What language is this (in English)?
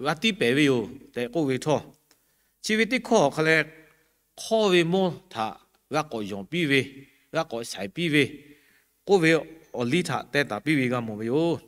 Lahu